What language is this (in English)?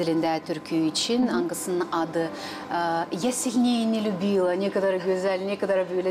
Gagauz